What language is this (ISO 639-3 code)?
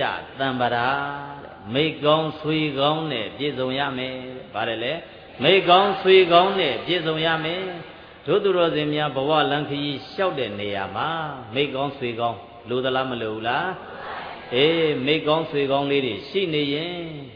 mya